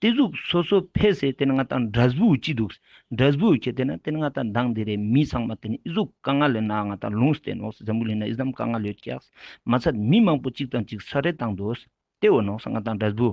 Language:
Ladakhi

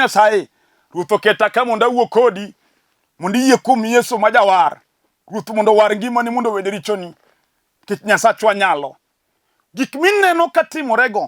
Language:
Luo (Kenya and Tanzania)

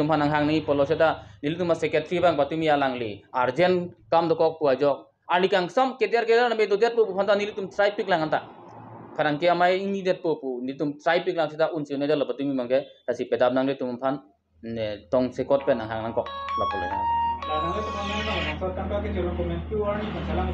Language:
Karbi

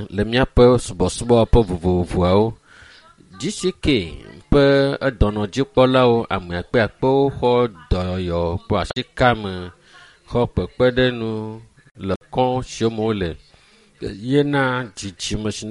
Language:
Ewe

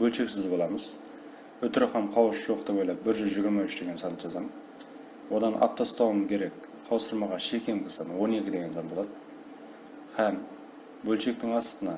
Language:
Kara-Kalpak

